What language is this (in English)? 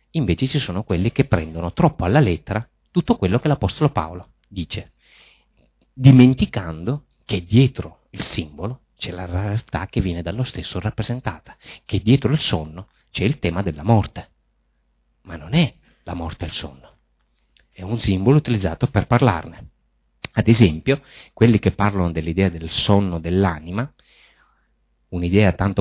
Italian